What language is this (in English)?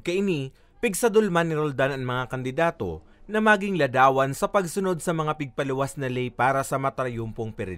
Bikol